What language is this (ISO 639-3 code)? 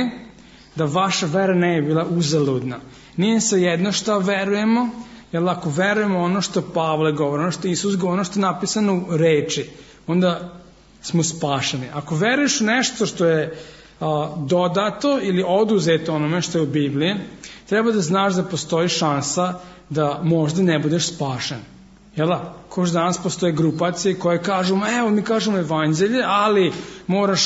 srp